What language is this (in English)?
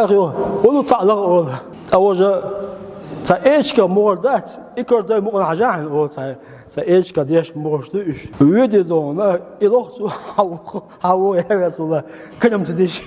Chechen